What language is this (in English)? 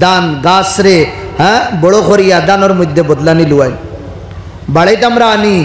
Sylheti